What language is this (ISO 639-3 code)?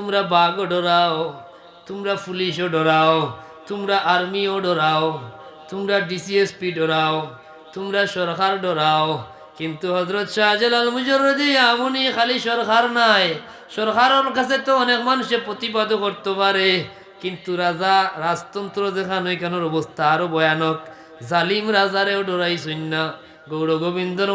syl